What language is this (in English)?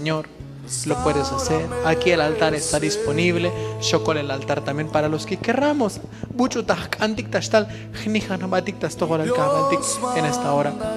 Tzotzil